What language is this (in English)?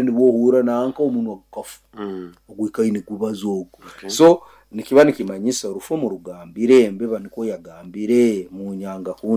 Nyoro